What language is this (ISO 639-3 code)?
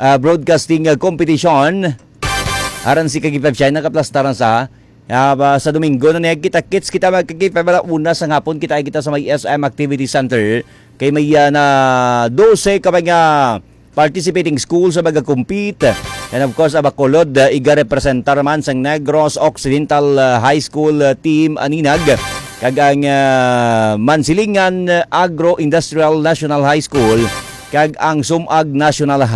hil